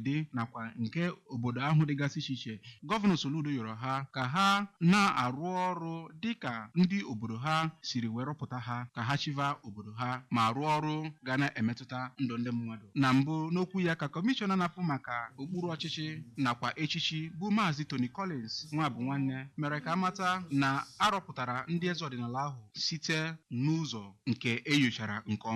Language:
Igbo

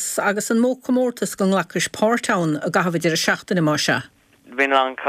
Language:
Irish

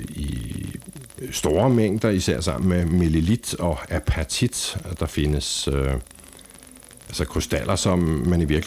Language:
Danish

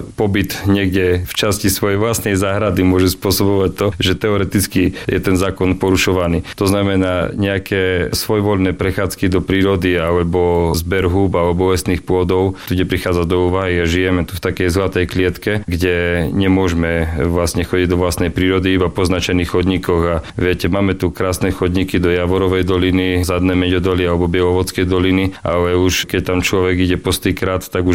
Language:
Slovak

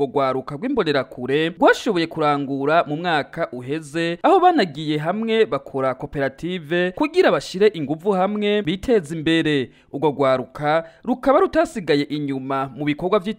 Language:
Rundi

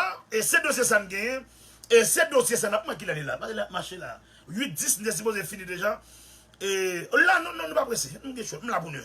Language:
Haitian Creole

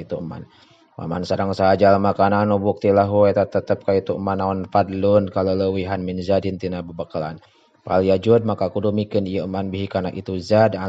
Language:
Sundanese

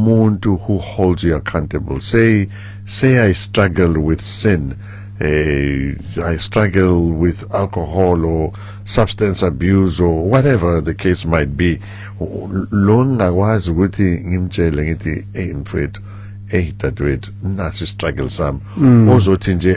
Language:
Zulu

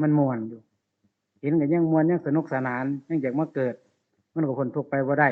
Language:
Northeastern Thai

